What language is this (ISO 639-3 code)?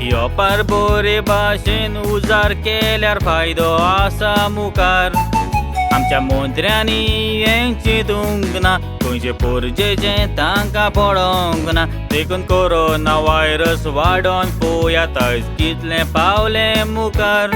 kok